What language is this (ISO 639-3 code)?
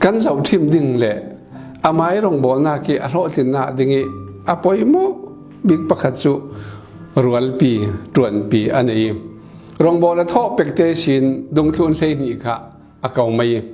cfm